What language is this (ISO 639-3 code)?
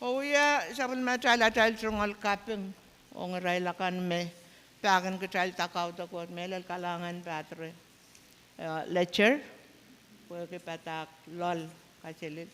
pon